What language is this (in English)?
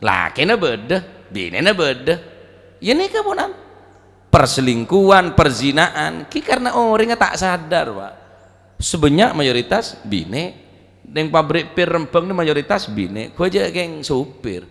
Madurese